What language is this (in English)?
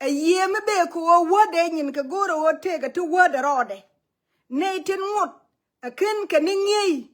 Nuer